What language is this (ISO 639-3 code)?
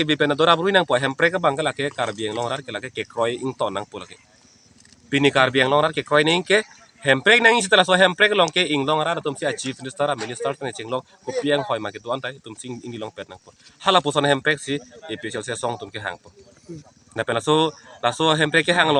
mjw